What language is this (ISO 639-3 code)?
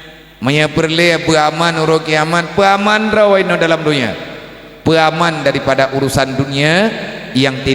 ace